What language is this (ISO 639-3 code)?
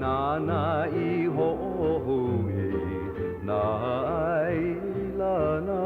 haw